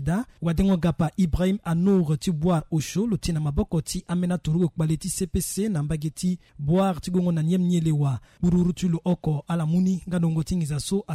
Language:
Sango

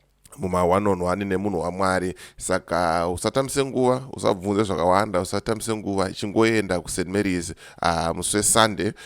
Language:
Shona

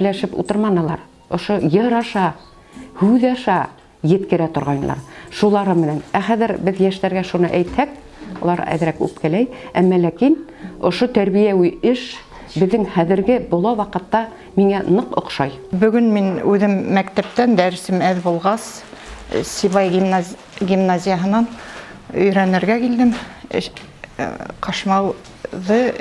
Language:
Bashkir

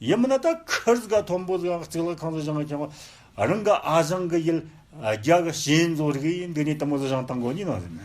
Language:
Tibetan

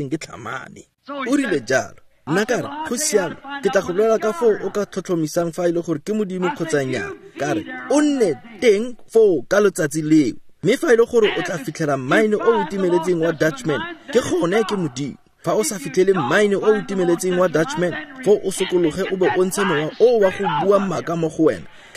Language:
Tswana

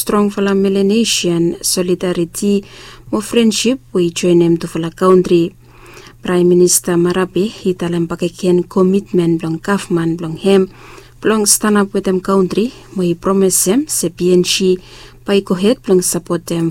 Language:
Bislama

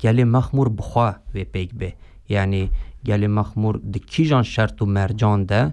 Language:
Kurdish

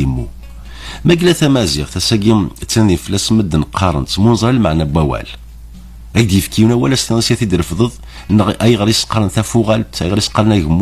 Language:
Kabyle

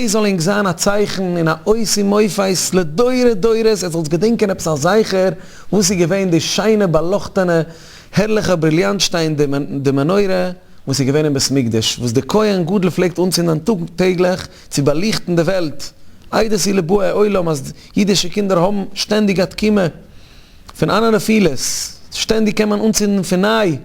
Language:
Yiddish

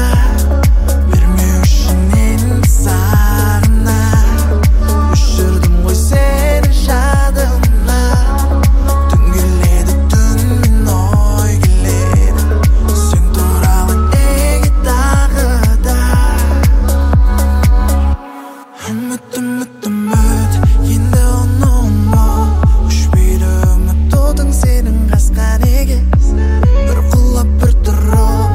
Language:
Kazakh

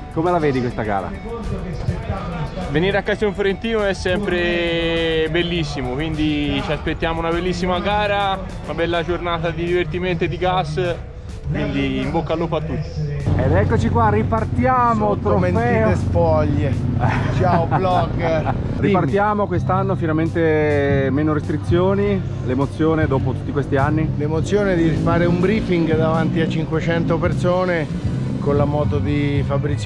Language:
Italian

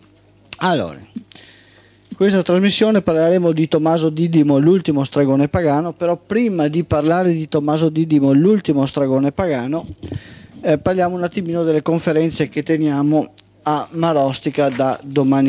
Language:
Italian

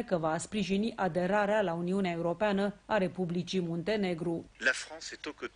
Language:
Romanian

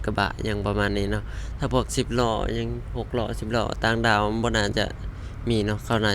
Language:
Lao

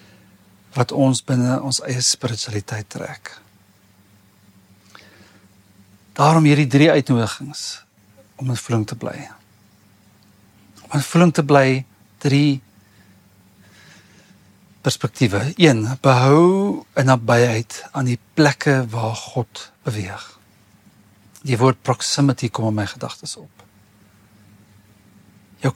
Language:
Afrikaans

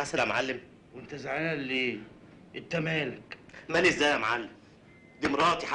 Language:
Egyptian Arabic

